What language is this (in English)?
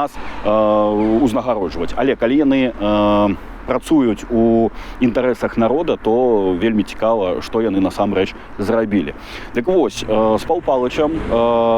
Belarusian